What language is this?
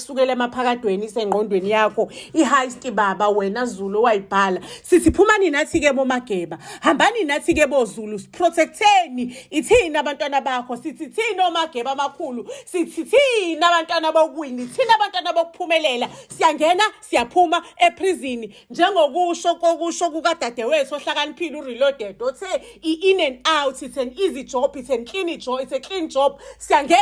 Zulu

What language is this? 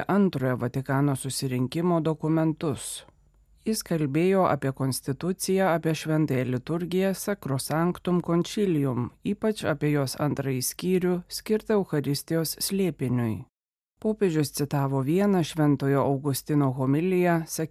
Lithuanian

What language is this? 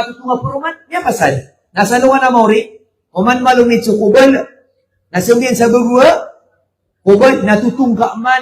Maranao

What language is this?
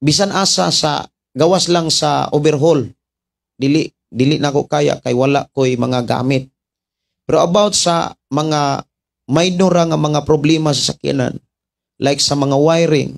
Cebuano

